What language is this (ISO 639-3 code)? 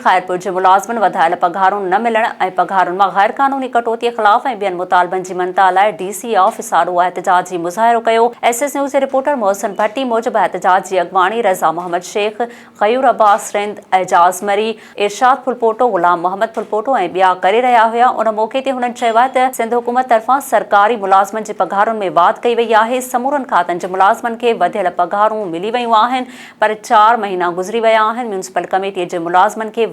snd